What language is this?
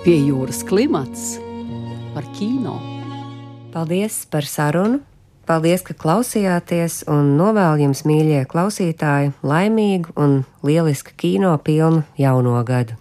Latvian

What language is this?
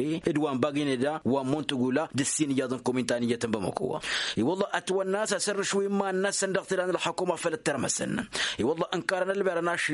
Tamasheq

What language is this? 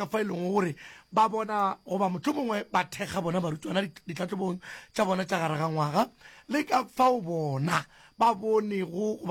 Northern Sotho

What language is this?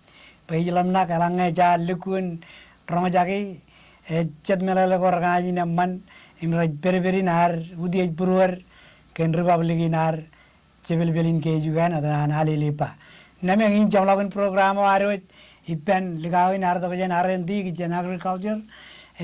Marshallese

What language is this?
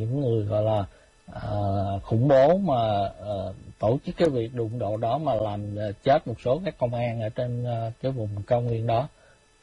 Vietnamese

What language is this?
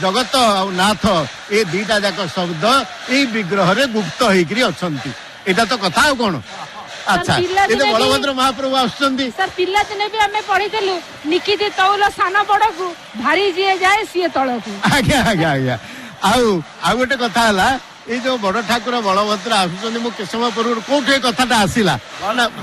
Odia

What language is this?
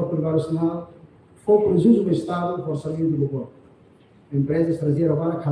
Tetum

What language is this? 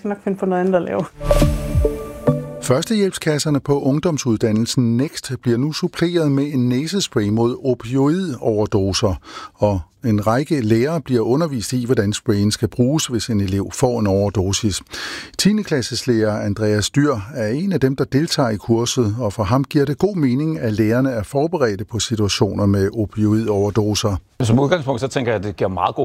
Danish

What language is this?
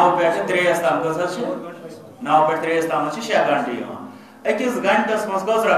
Kashmiri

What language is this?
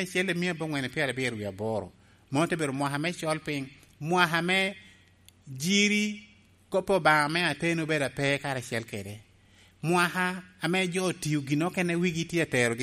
Lango (Uganda)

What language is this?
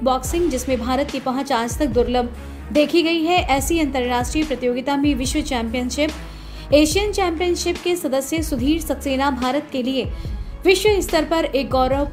Hindi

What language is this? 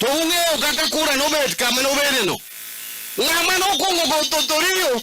Luo (Kenya and Tanzania)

